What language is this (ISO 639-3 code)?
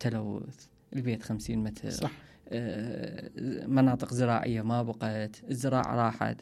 acm